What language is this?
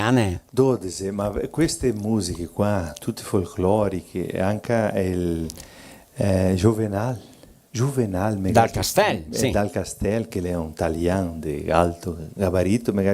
Venetian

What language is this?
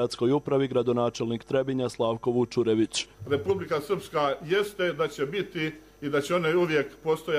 Serbian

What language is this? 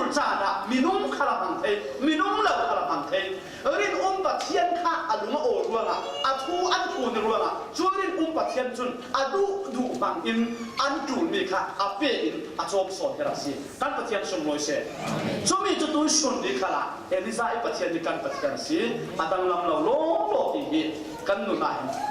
Falam Chin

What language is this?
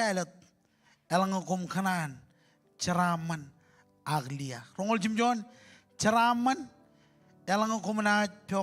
Marshallese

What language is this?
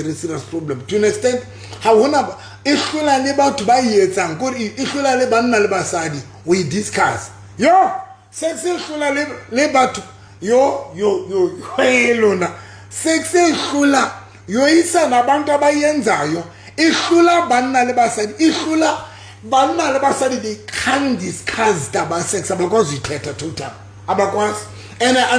Southern Sotho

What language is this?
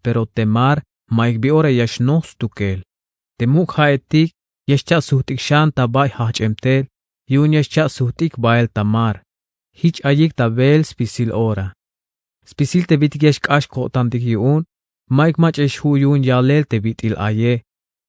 Tzeltal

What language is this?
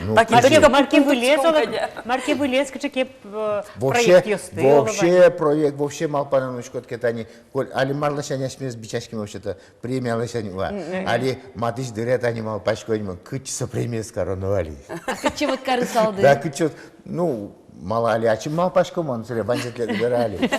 Udmurt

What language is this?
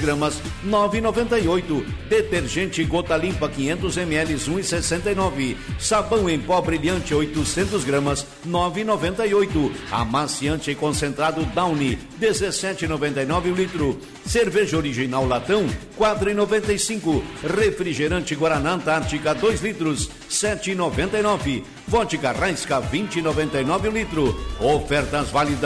Portuguese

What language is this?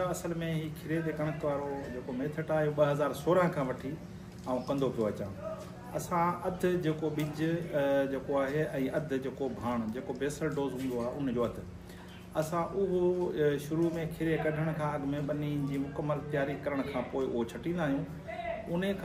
Sindhi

